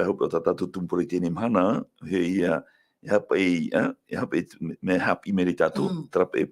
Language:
Tahitian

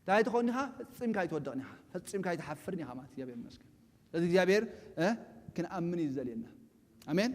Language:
Tigrinya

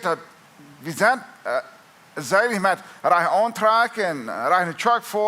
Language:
Plautdietsch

